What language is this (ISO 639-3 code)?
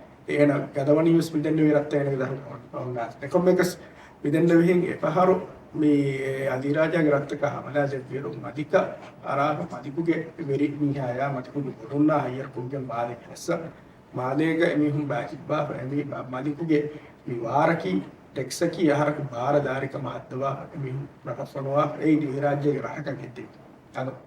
div